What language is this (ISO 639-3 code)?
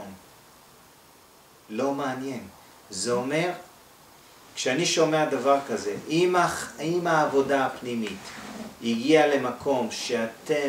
heb